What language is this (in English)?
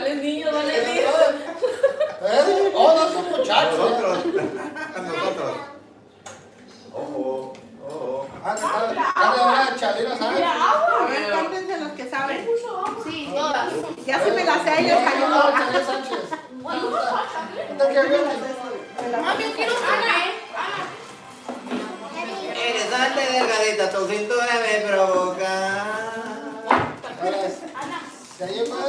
Spanish